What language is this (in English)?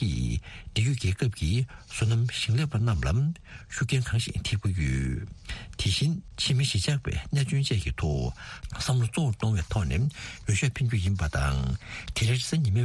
Tibetan